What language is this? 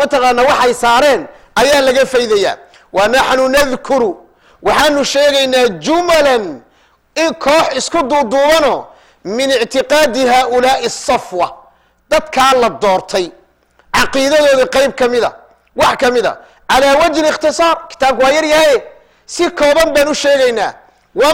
Somali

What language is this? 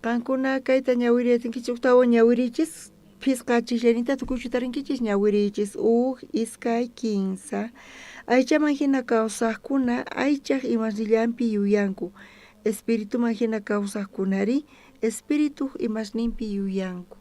South Bolivian Quechua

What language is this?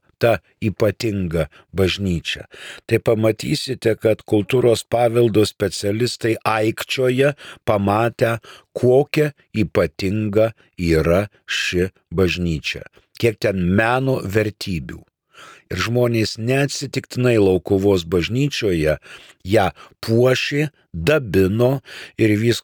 Lithuanian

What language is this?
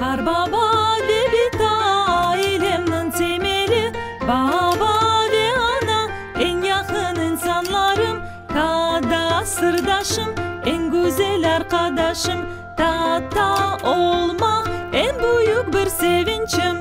Crimean Tatar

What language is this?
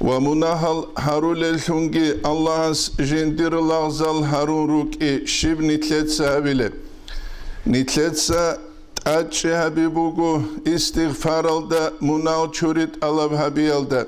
Avaric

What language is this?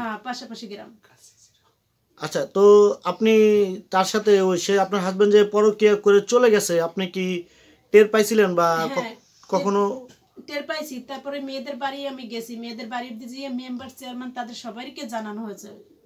Bangla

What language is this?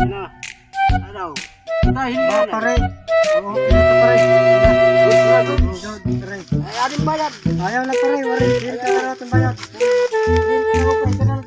Waray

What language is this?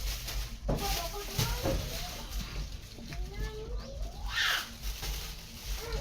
Northeastern Thai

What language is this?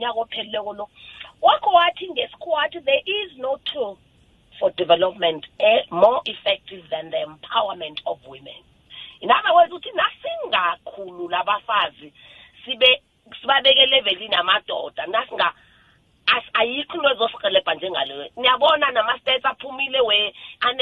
South Ndebele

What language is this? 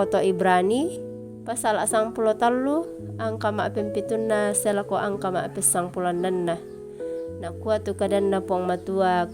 Toraja-Sa'dan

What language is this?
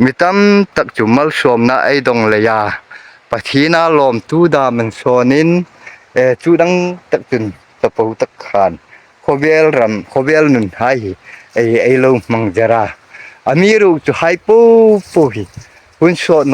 Hmar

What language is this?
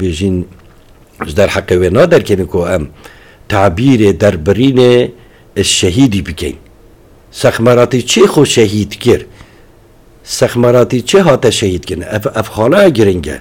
Kurdish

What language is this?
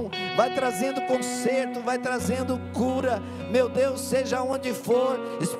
Portuguese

